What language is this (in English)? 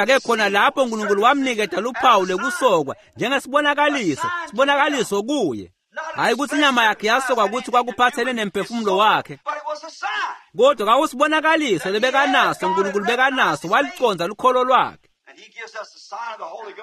Swati